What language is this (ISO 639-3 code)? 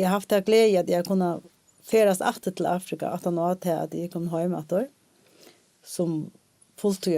fao